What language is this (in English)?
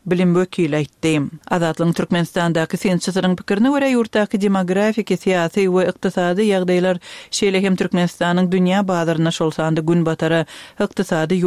Turkmen